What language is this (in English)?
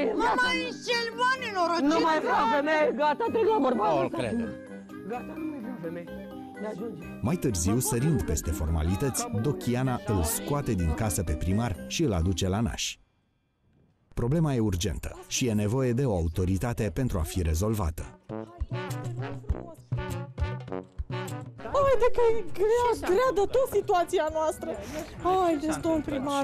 Romanian